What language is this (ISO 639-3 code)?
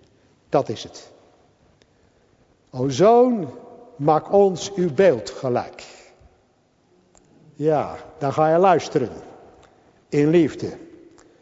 nld